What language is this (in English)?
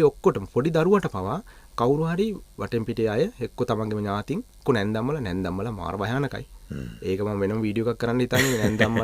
Sinhala